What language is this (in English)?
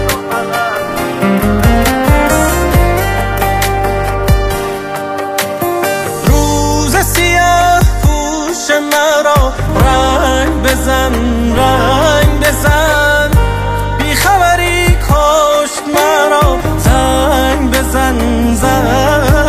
Persian